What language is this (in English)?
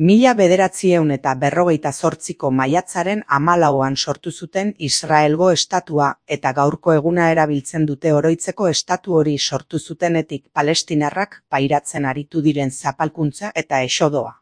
Basque